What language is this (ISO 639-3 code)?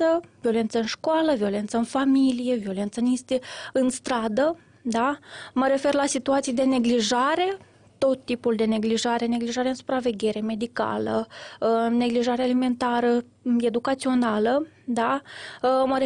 ron